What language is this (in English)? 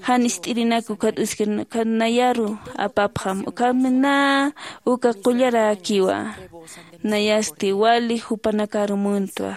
Aymara